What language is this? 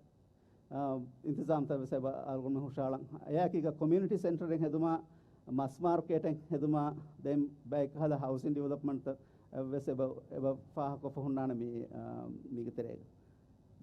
Divehi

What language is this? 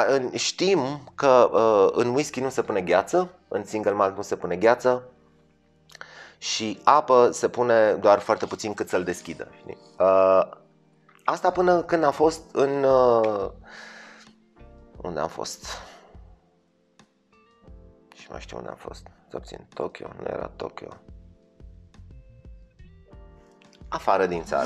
Romanian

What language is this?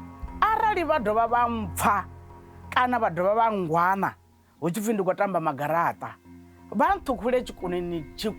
Venda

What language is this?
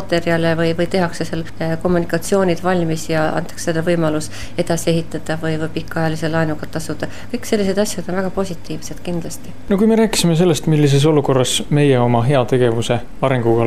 Estonian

